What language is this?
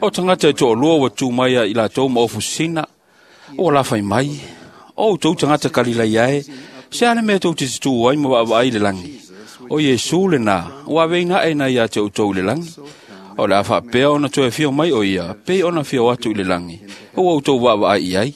Samoan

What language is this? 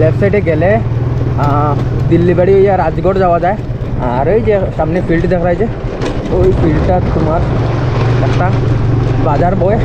Sylheti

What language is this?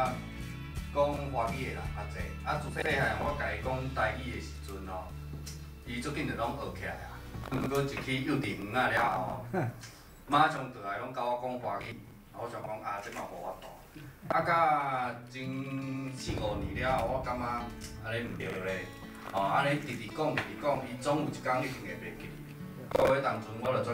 Min Nan Chinese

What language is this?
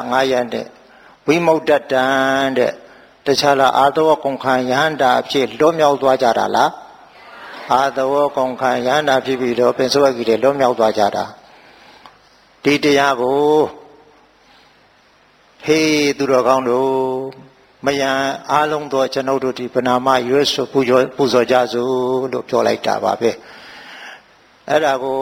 Burmese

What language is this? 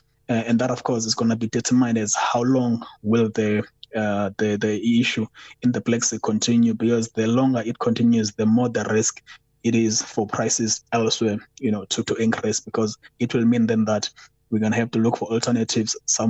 English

